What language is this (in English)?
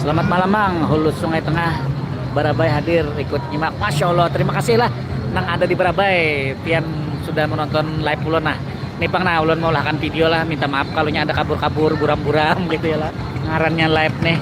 Banjar